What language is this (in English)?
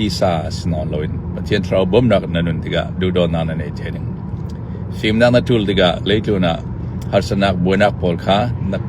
Falam Chin